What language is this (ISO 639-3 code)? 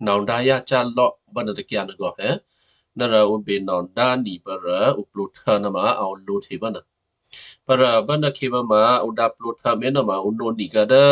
kyu